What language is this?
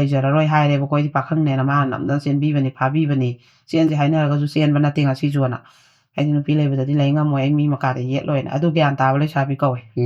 Manipuri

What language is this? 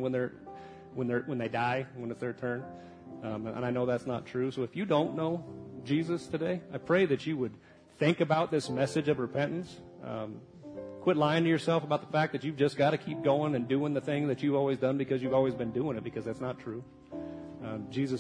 English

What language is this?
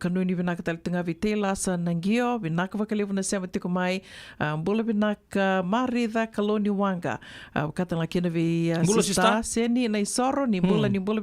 Fijian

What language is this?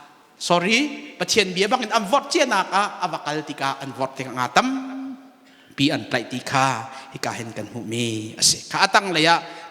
Hakha Chin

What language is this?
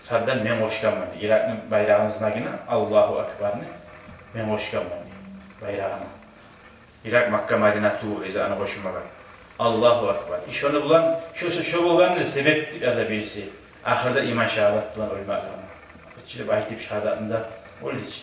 Kumyk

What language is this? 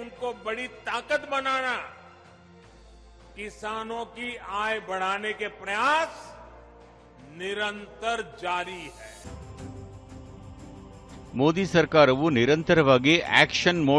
Kannada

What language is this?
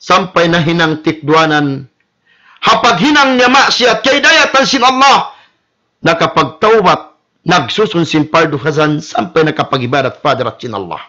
Tausug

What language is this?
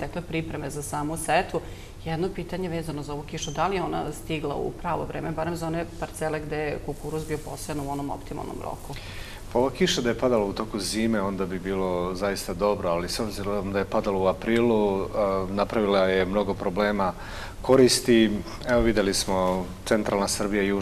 Serbian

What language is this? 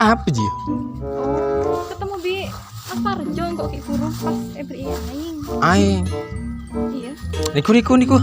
Madurese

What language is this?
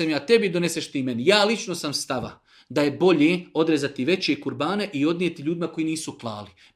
Serbian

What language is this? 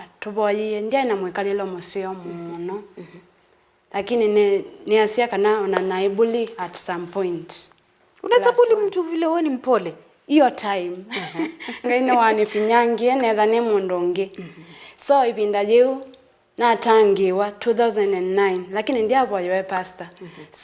Kamba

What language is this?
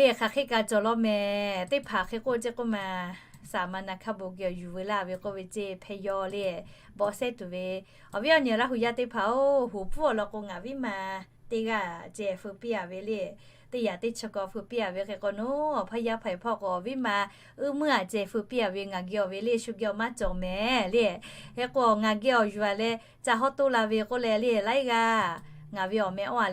Lahu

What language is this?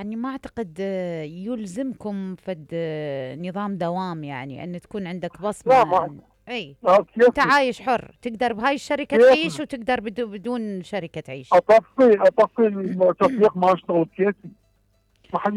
Mesopotamian Arabic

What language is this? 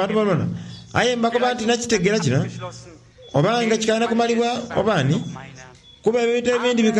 Soga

